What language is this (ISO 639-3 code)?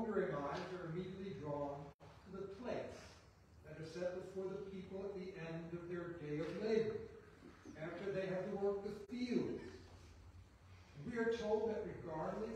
eng